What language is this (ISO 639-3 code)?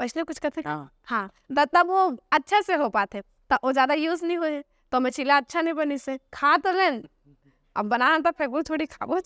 hne